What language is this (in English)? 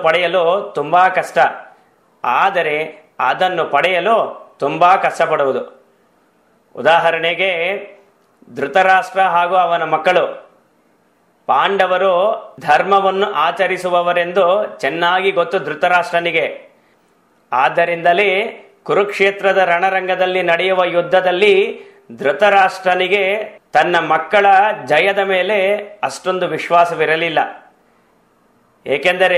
Kannada